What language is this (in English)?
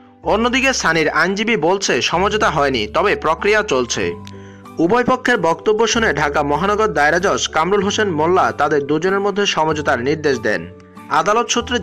Bangla